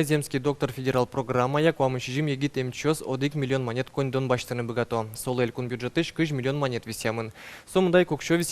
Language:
Udmurt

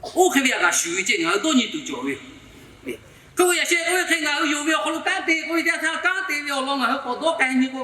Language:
Lahu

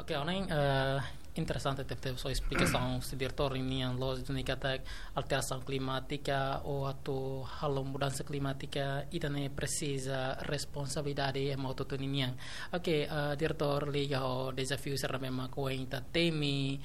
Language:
Tetum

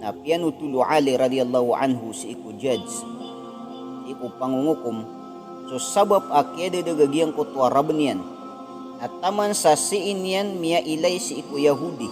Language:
Maranao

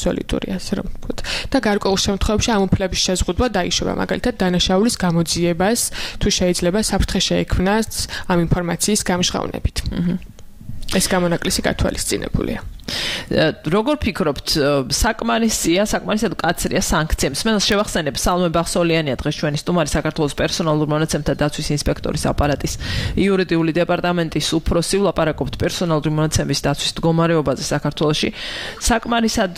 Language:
Georgian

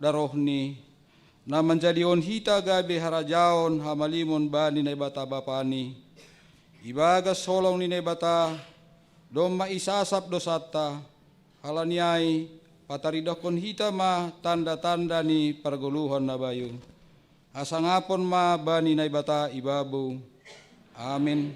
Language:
Batak Simalungun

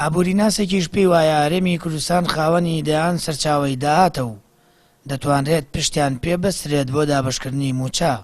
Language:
Central Kurdish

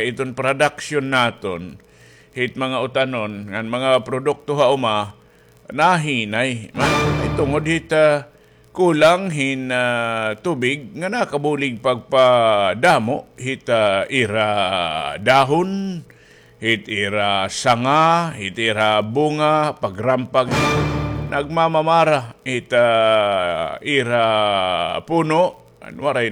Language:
Waray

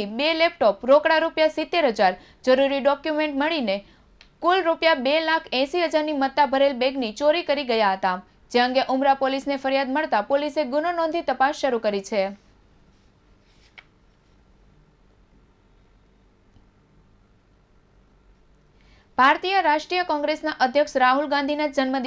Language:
Gujarati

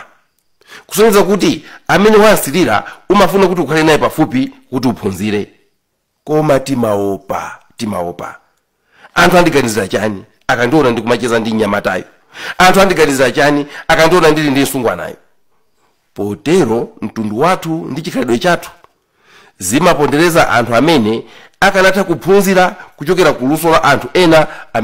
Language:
Nyanja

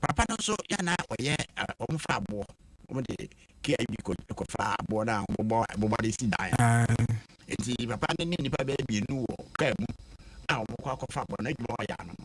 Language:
Akan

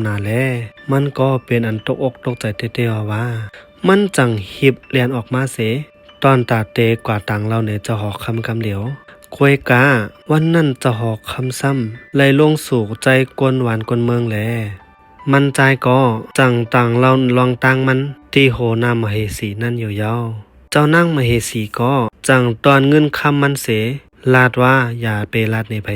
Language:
Shan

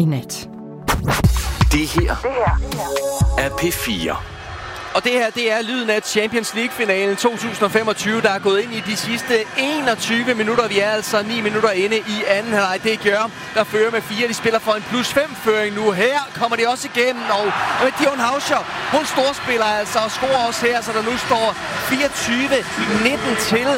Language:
Danish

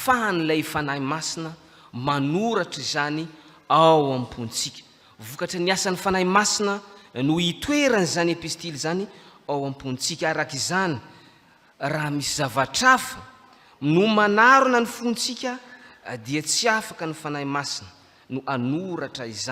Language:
Malagasy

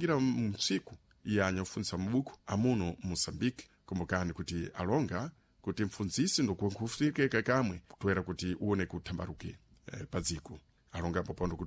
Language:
Sena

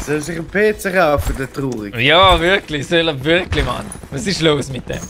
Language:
Swiss German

